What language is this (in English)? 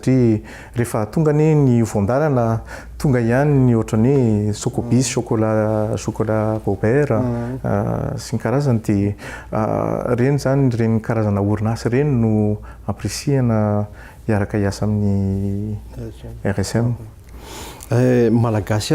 Malagasy